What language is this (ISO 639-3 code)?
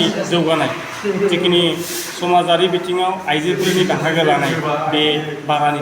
brx